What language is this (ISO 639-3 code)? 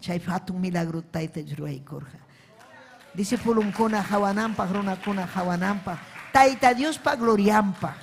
quy